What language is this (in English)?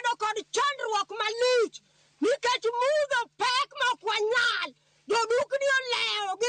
Luo (Kenya and Tanzania)